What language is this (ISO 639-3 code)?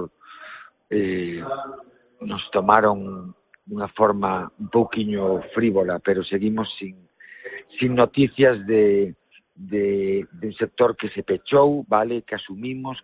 glg